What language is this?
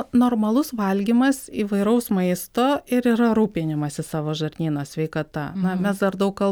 Lithuanian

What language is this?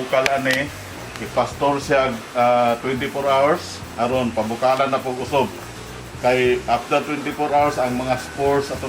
Cebuano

